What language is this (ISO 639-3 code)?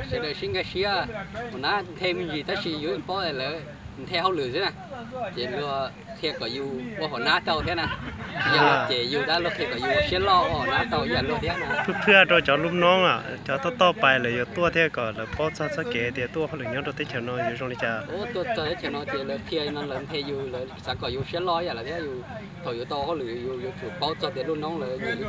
hmn